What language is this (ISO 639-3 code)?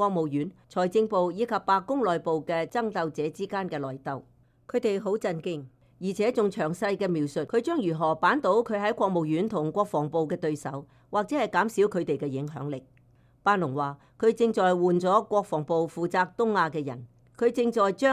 yue